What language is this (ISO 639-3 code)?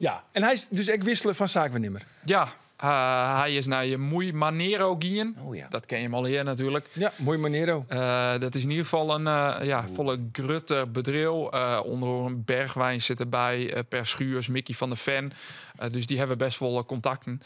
fry